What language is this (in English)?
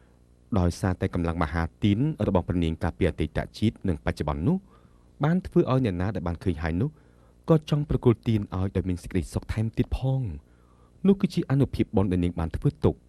Khmer